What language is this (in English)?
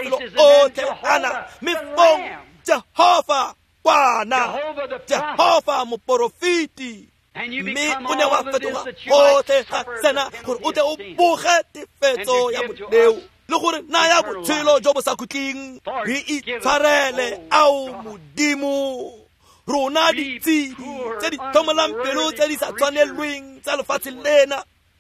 Tswana